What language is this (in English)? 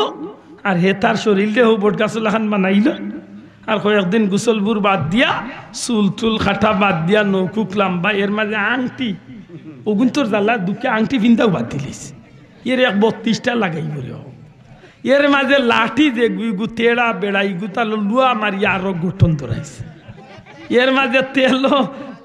Sylheti